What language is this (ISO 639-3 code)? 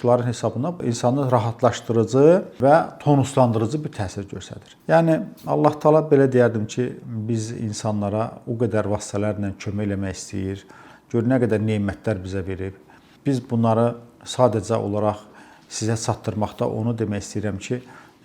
aze